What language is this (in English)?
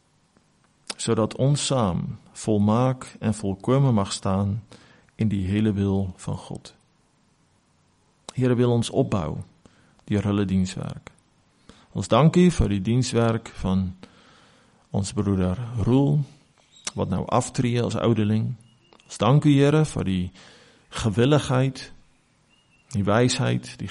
Afrikaans